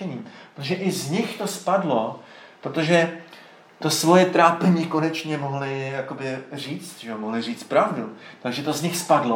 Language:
Czech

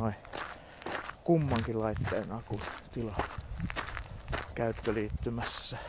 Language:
Finnish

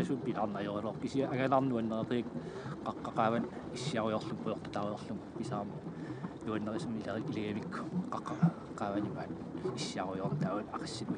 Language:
Kalaallisut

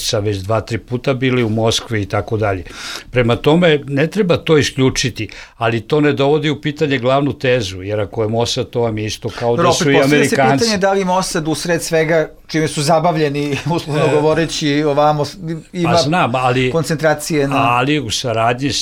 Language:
Bosnian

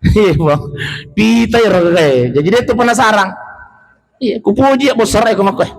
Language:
Buginese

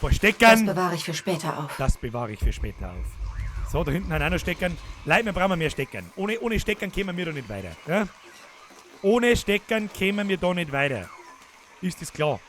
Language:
Bavarian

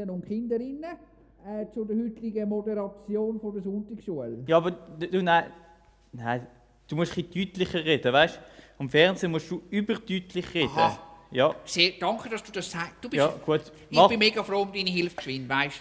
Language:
Swiss German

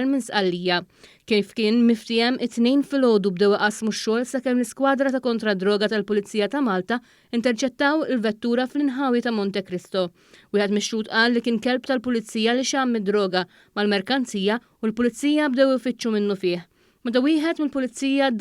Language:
Maltese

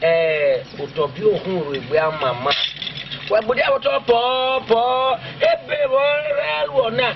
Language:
Esan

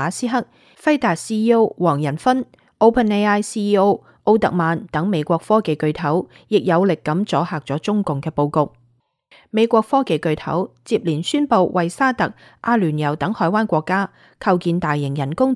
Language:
Cantonese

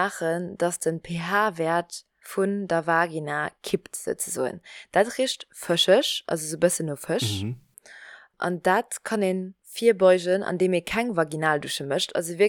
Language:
Luxembourgish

